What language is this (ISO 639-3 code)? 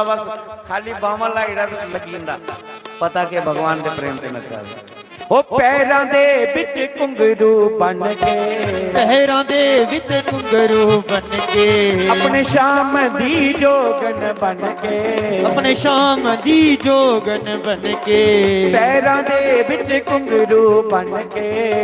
doi